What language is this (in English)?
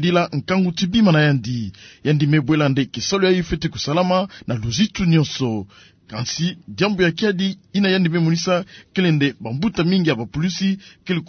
Kituba (Democratic Republic of Congo)